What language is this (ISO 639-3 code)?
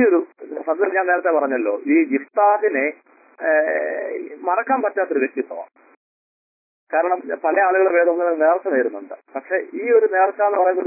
mal